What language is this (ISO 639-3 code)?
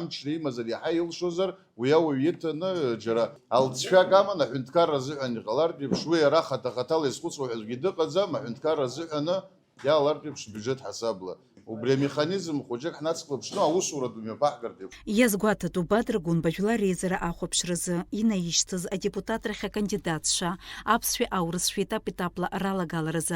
abk